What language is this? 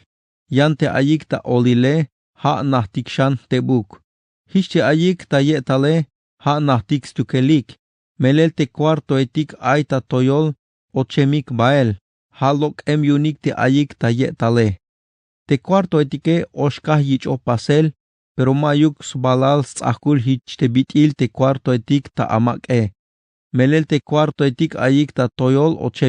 Tzeltal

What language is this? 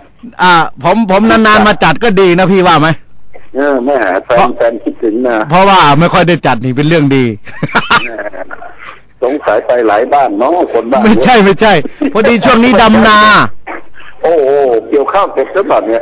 Thai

